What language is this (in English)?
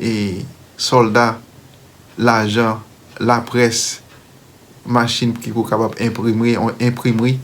Haitian Creole